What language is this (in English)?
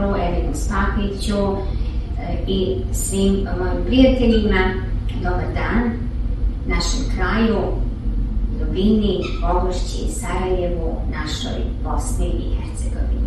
Bosnian